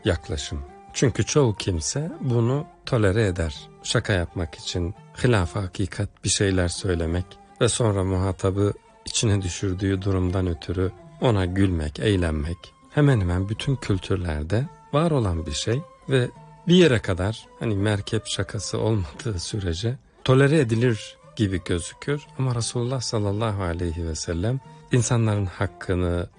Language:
Turkish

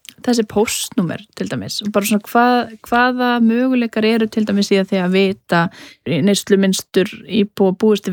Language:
Icelandic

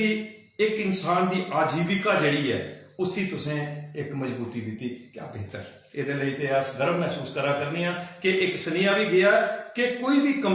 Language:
Dogri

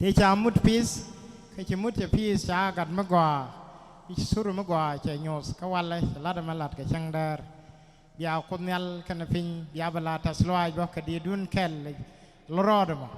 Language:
Nuer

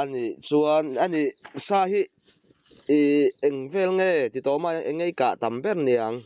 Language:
Mizo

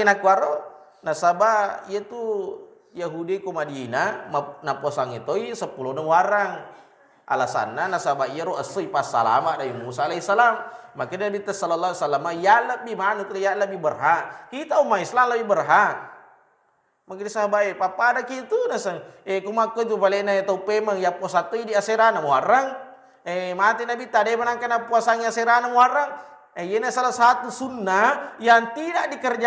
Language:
Buginese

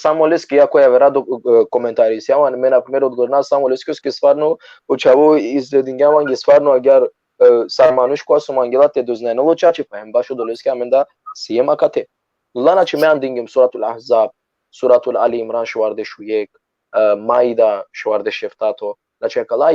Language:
Balkan Romani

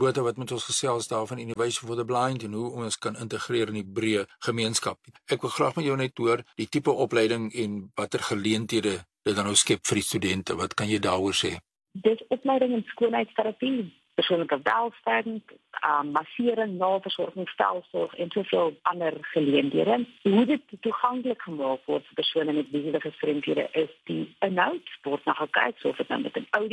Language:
Afrikaans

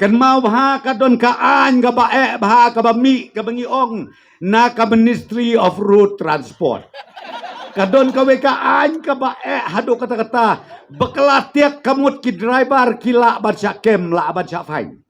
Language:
Khasi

